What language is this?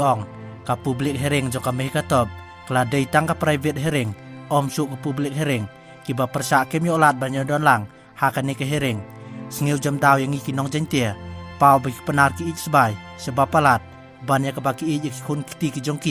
Khasi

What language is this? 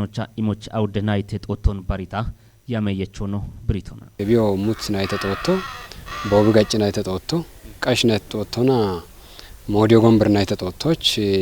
Kafa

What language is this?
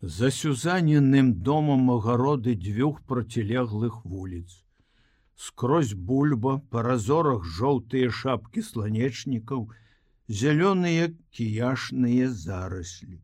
Belarusian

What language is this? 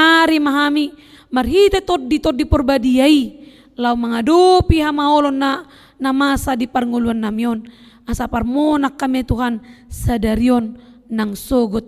Batak Toba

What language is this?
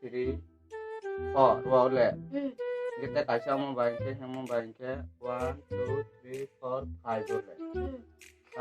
Kok Borok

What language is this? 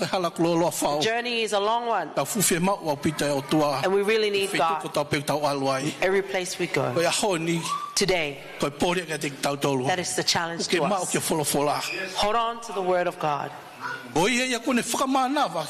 Tongan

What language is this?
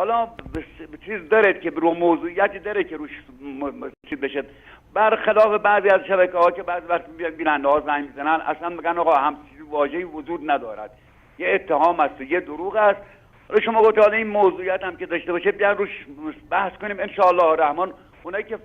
Persian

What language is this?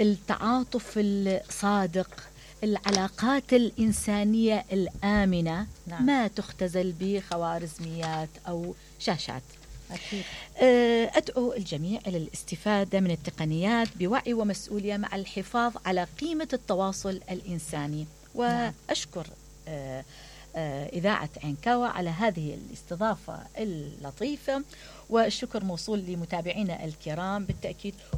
Mesopotamian Arabic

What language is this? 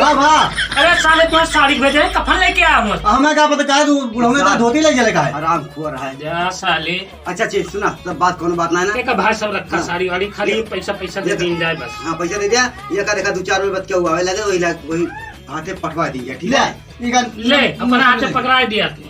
Awadhi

